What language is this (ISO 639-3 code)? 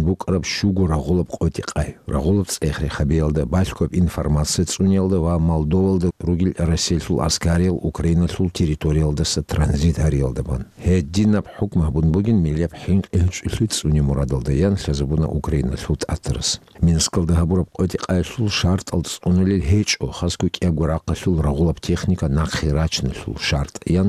ava